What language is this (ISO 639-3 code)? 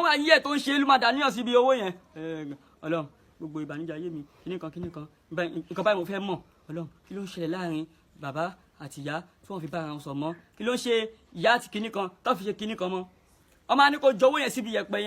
yor